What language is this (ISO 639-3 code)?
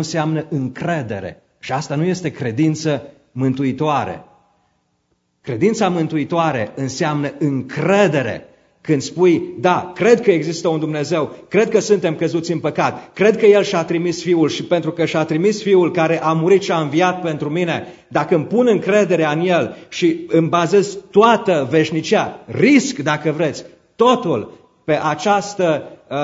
ron